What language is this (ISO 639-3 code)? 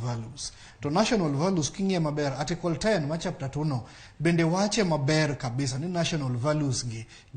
luo